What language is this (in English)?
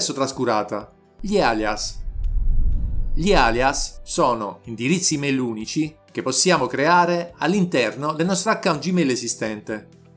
Italian